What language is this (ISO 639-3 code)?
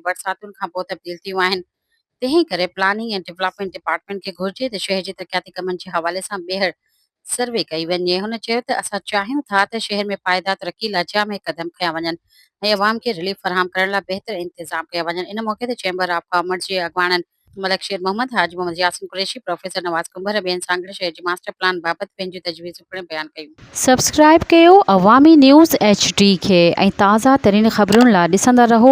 snd